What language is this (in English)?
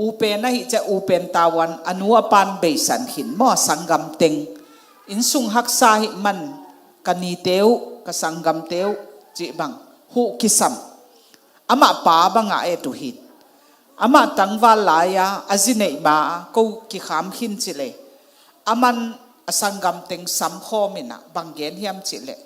Tedim Chin